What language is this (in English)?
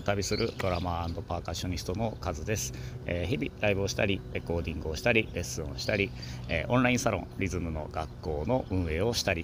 Japanese